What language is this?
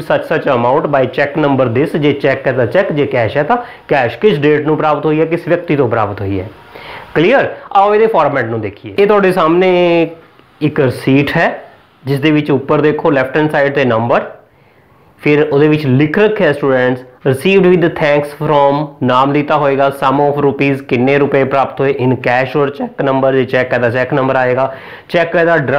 Punjabi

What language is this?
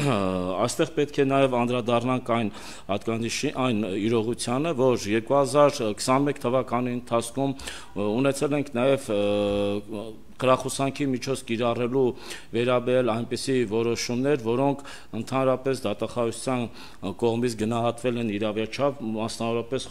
Armenian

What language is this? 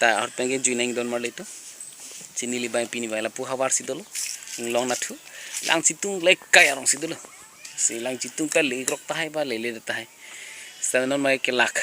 Karbi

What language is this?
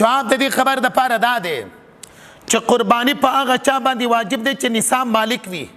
Pashto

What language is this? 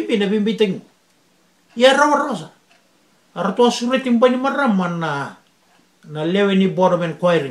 Fijian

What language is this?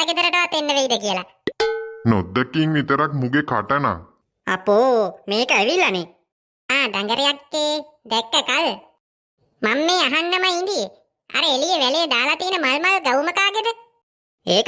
Sinhala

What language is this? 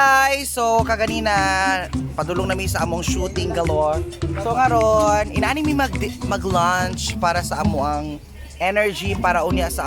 Cebuano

